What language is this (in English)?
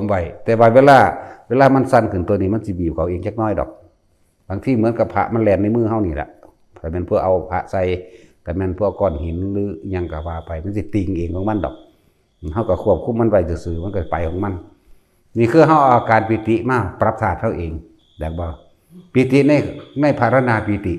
Northeastern Thai